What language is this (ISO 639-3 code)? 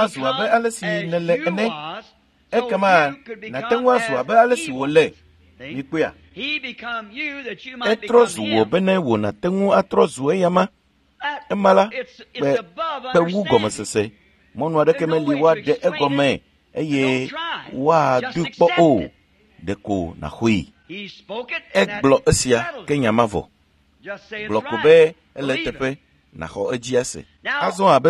ewe